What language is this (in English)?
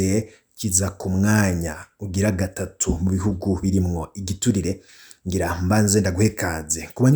Rundi